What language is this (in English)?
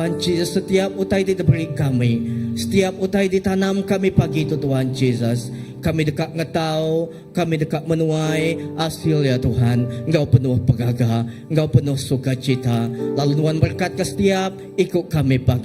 Iban